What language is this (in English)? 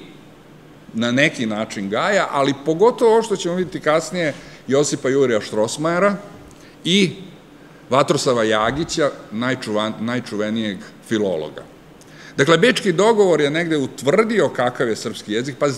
Serbian